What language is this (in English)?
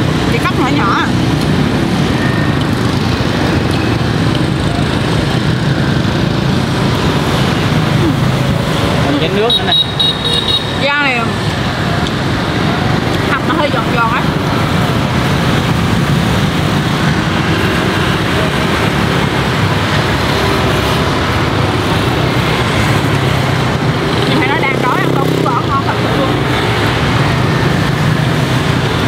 Vietnamese